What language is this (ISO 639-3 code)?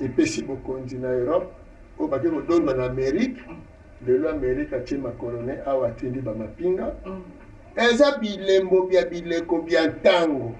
lin